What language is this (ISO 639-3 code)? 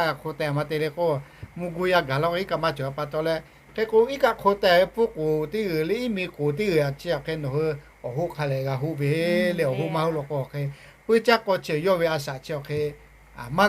lhu